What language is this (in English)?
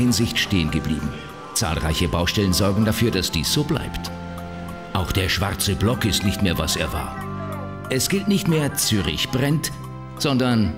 Swiss German